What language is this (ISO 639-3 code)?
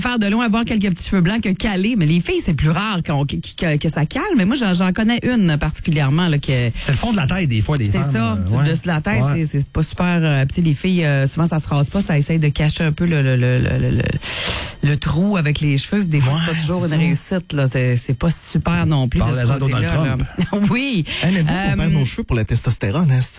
fra